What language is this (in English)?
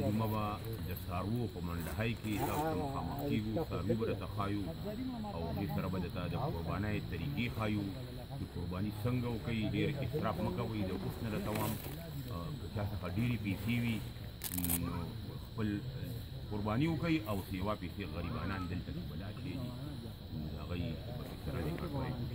Pashto